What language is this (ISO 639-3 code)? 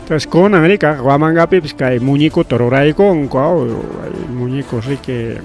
quy